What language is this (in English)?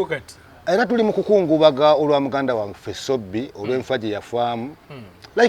Ganda